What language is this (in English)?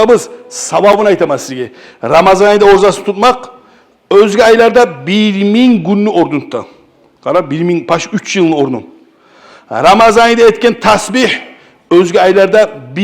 Kumyk